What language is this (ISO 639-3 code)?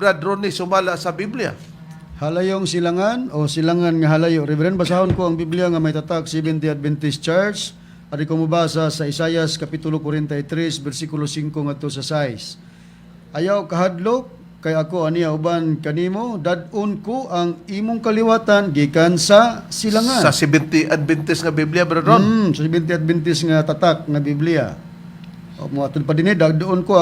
ceb